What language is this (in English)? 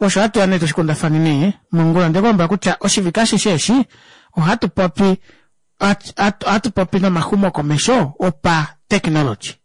Kuanyama